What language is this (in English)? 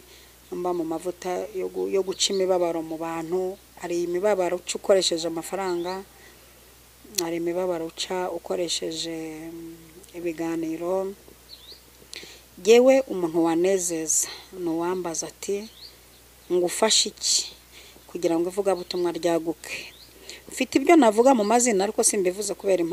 Kinyarwanda